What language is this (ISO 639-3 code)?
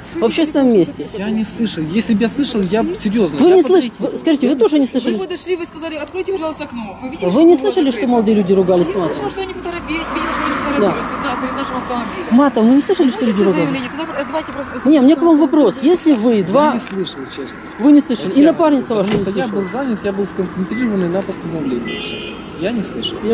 rus